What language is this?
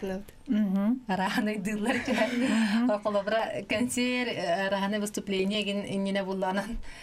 Yakut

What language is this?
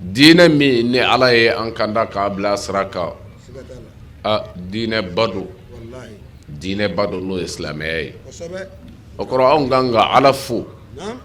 Bambara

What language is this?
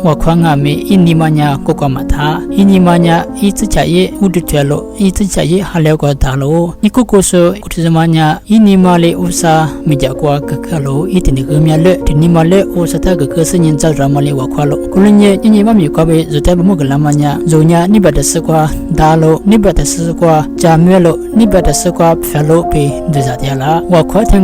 Lisu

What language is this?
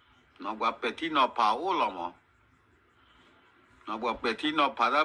S'gaw Karen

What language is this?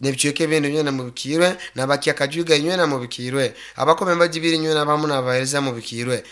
Nyoro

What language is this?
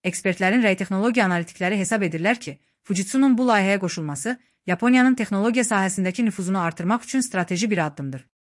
Azerbaijani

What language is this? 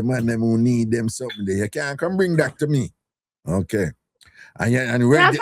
Jamaican Creole English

